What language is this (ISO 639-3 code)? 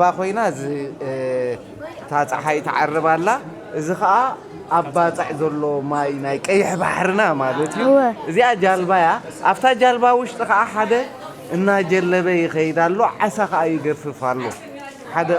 tir